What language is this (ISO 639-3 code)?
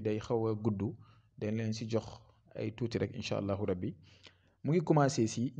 wol